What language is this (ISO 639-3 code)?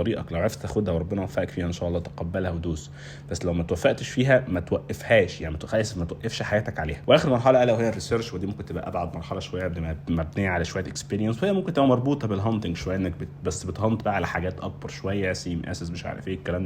arz